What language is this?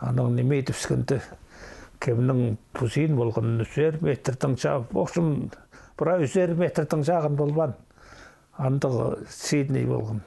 Khakas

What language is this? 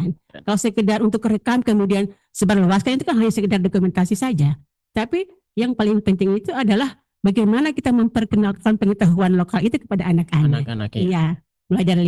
Indonesian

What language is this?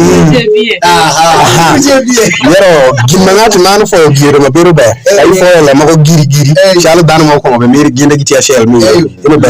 Alur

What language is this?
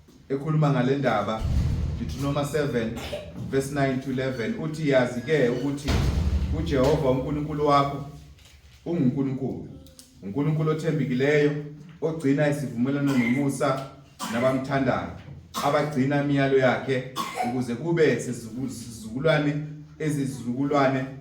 Zulu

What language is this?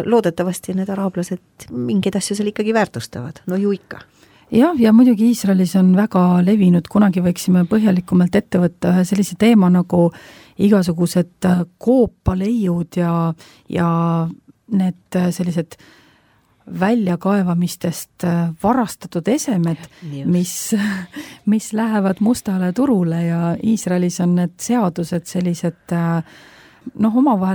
Estonian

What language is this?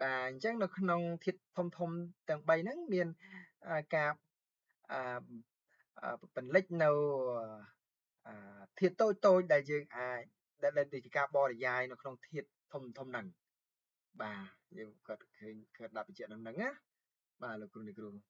Khmer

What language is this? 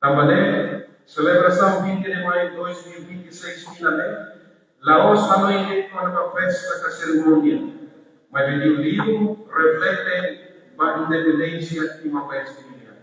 Tetum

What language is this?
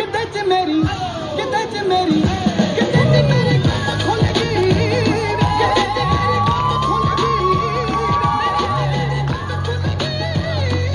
Punjabi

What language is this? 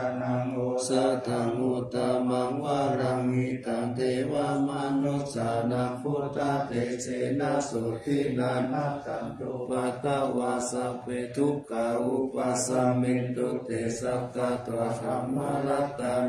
Pali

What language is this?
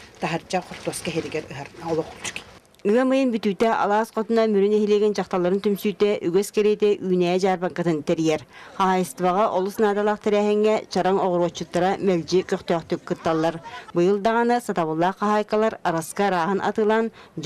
Yakut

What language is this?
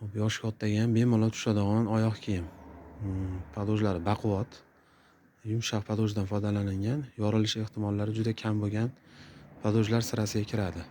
Uzbek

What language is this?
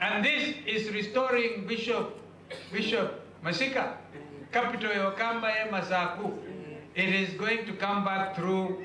Kamba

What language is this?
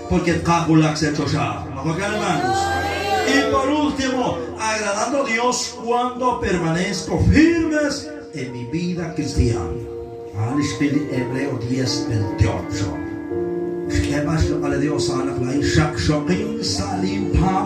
Kekchí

